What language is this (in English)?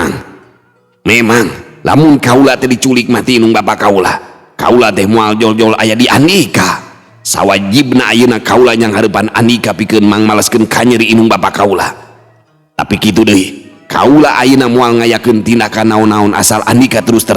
Sundanese